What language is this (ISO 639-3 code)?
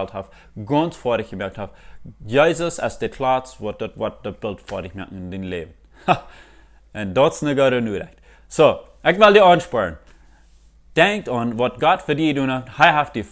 pdt